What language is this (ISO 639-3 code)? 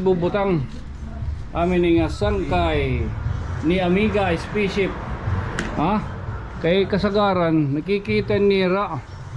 war